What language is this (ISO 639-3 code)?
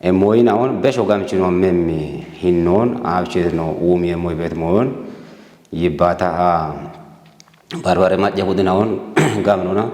kbr